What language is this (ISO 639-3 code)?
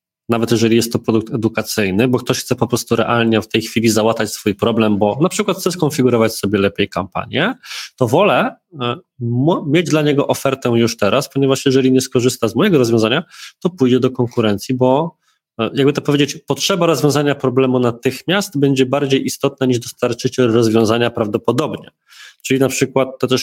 pol